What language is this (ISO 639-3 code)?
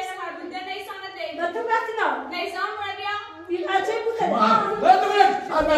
fas